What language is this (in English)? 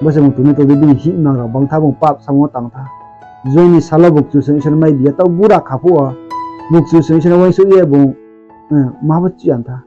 Riang (India)